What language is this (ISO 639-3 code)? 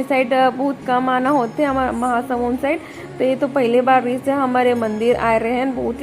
hne